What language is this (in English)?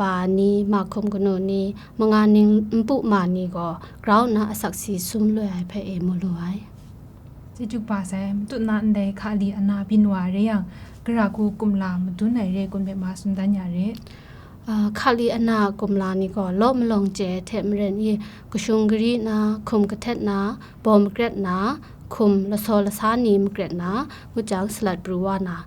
Kachin